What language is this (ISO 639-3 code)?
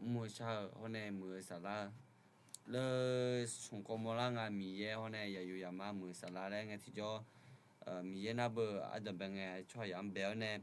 ahk